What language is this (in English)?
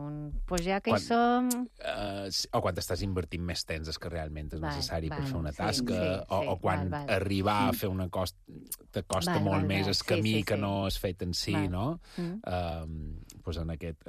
Catalan